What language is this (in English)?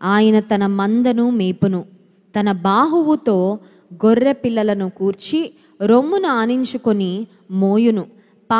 Telugu